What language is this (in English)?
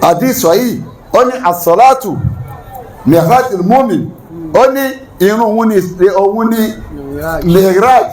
Yoruba